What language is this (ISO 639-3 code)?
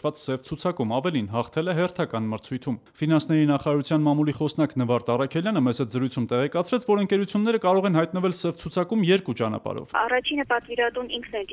hye